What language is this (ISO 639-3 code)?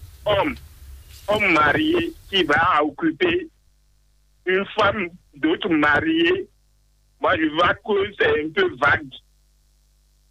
fra